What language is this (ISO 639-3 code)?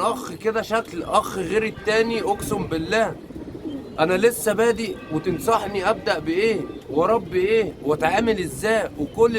arz